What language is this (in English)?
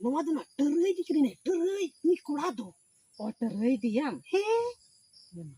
Santali